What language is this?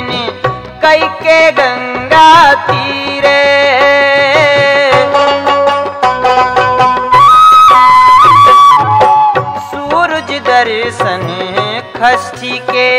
Bhojpuri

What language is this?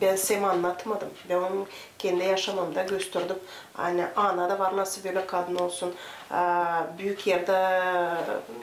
Gagauz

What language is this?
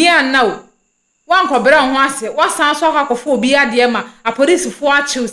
Akan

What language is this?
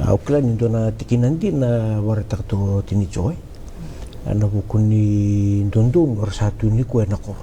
Fijian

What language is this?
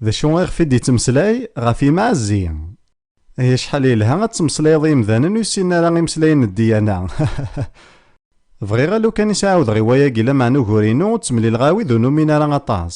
Kabyle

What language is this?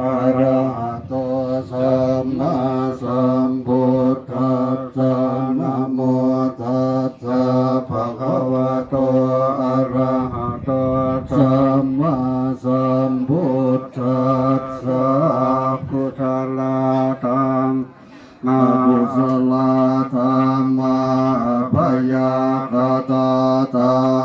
Pali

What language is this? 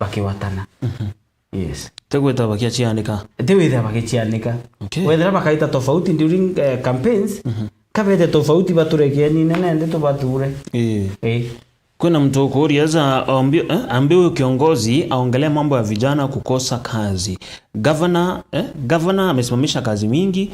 Meru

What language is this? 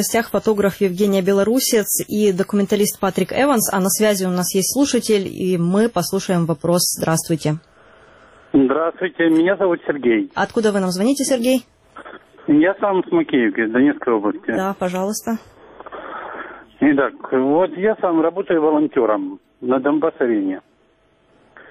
Russian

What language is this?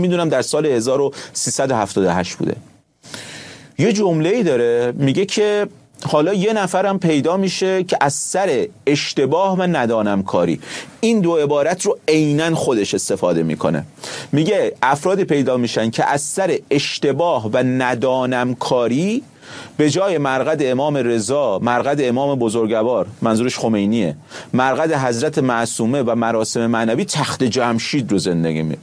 Persian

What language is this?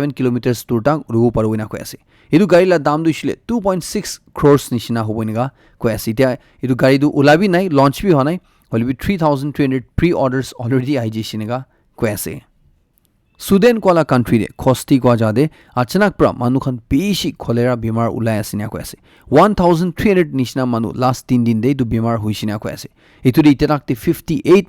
Naga Pidgin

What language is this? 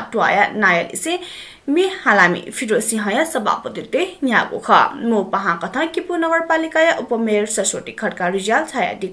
Newari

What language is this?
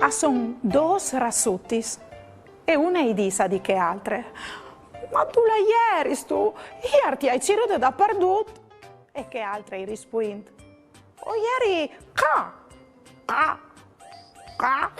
Friulian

